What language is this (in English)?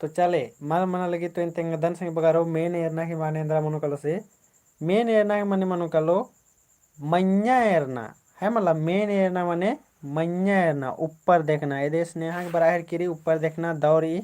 Kurukh